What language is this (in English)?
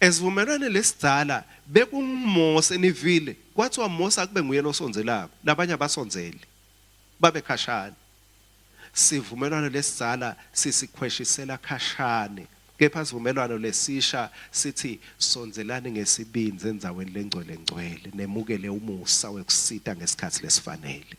Swati